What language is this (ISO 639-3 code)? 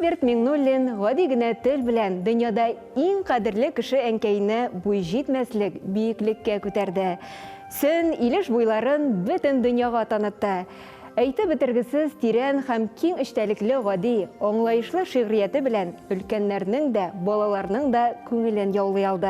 tat